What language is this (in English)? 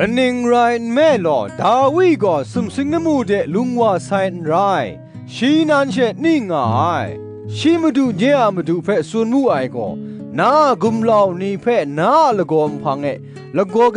Kachin